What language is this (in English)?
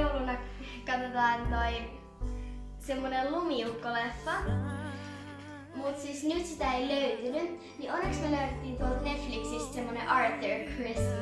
Finnish